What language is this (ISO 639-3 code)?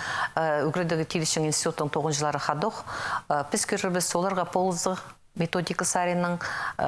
kjh